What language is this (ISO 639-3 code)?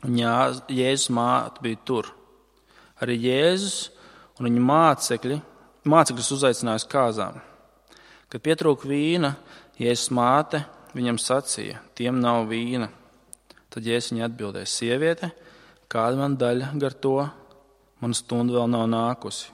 lav